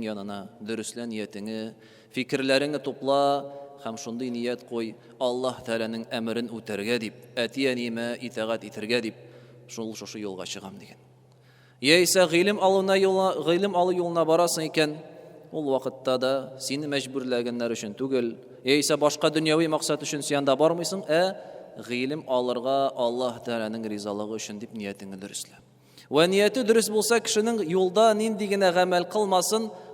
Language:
Tatar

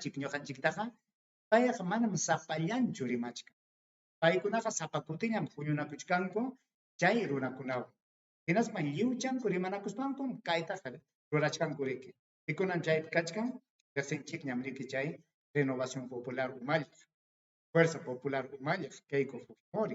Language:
Ayacucho Quechua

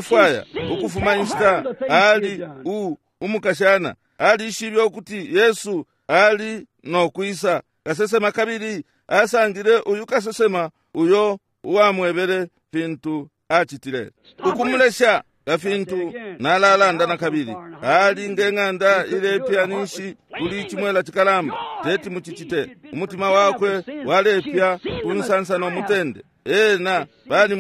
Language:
Bemba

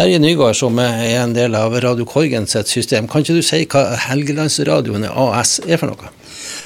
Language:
Norwegian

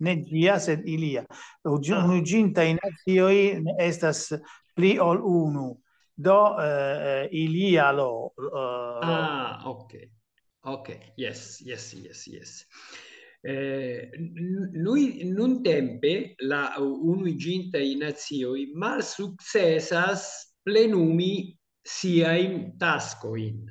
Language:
Esperanto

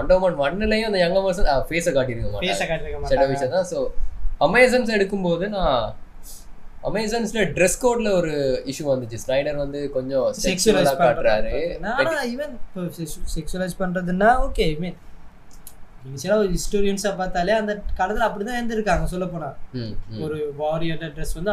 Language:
Tamil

